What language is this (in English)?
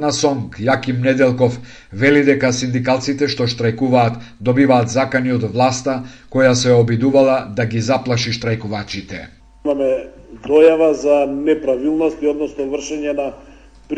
Macedonian